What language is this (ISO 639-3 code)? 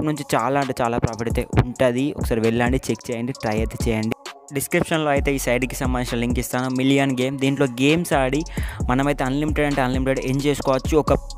tel